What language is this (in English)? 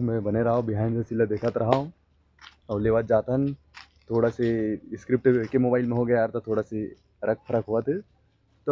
Chhattisgarhi